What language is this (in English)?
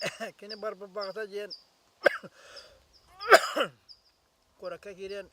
Yakut